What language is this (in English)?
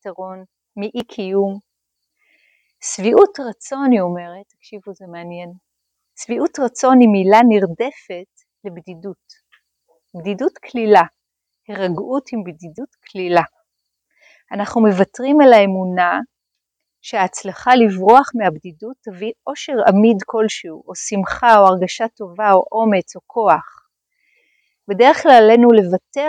Hebrew